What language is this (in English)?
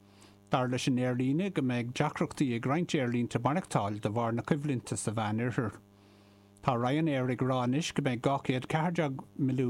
Irish